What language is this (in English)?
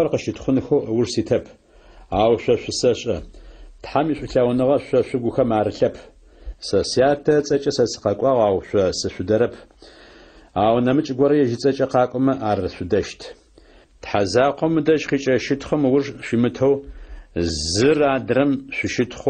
Adyghe